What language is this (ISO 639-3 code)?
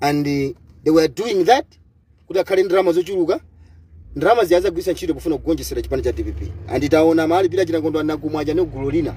nya